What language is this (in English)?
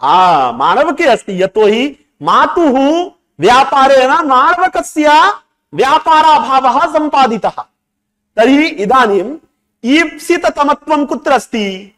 Sanskrit